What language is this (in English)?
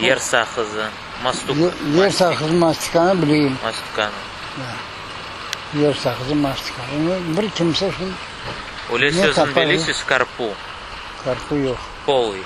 Crimean Tatar